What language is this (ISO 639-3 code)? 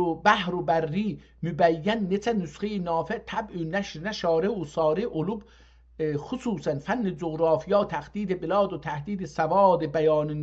azb